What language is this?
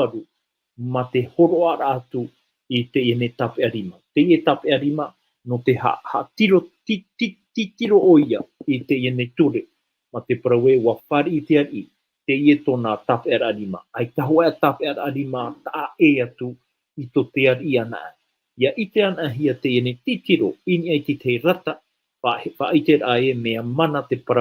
Tahitian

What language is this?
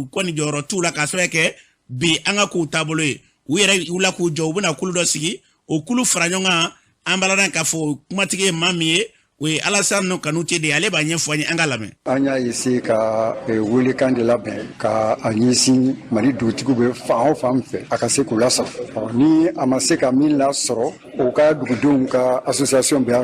Bambara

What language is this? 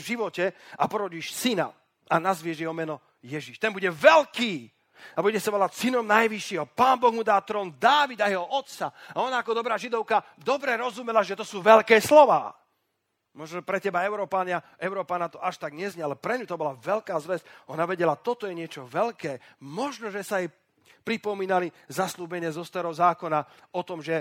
Slovak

